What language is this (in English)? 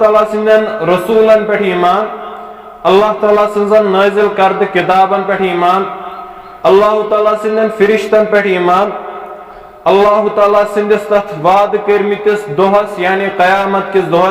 Kashmiri